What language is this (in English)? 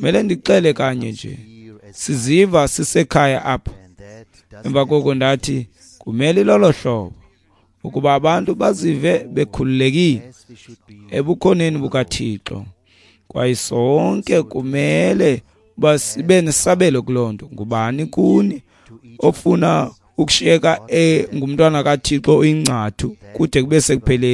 Xhosa